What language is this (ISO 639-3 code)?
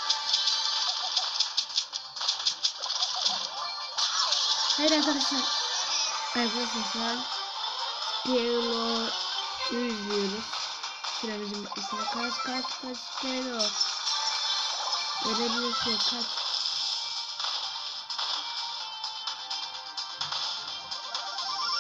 tur